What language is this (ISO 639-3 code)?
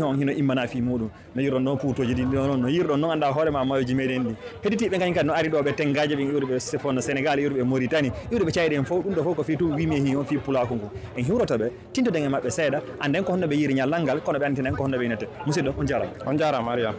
ful